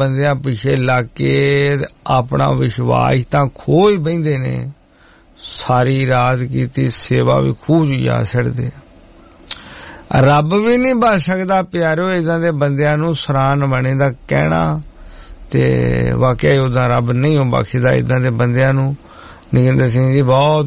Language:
Punjabi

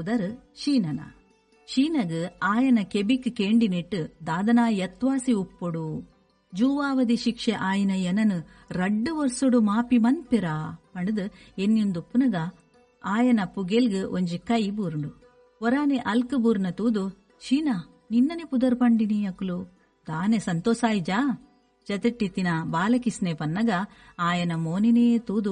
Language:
Tulu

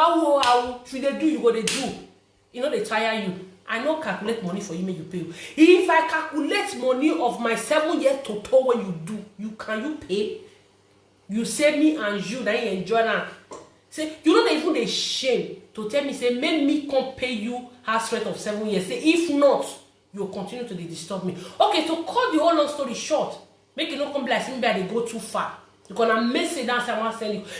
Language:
Nigerian Pidgin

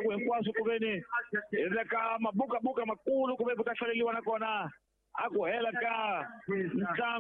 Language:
Tsonga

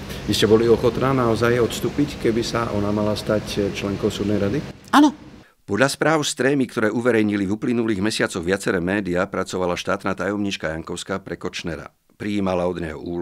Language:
Slovak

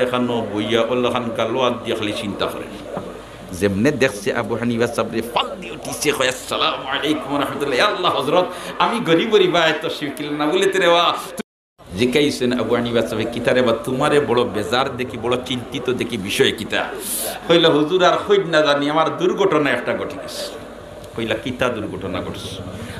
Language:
Sylheti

